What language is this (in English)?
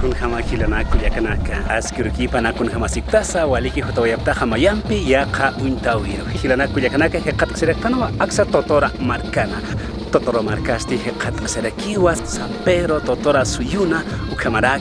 Aymara